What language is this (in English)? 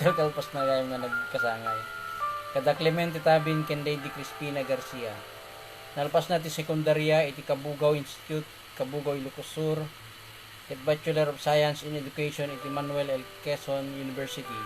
Iloko